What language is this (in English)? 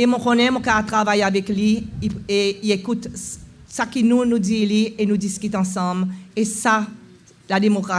Seselwa Creole French